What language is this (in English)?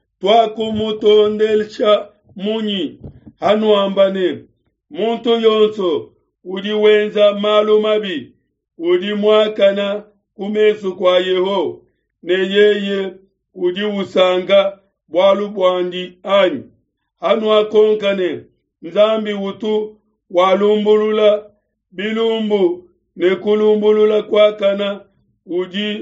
Luba-Lulua